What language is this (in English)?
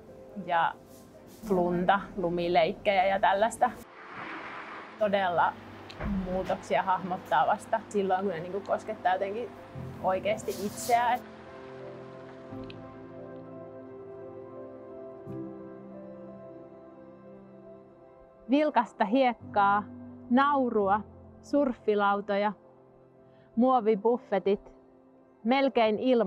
Finnish